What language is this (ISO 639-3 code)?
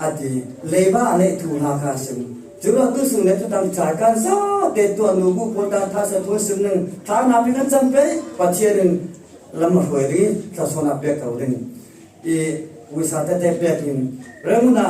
cfm